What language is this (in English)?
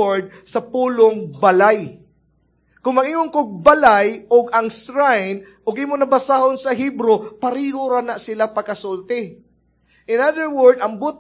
Cebuano